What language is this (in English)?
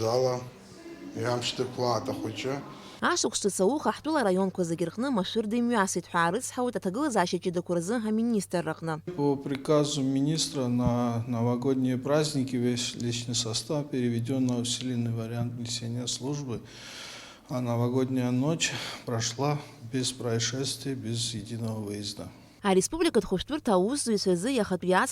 Abkhazian